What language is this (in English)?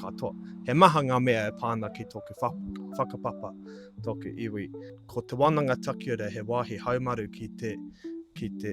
Māori